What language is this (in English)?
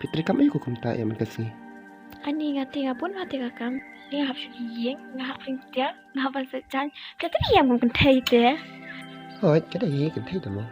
Khasi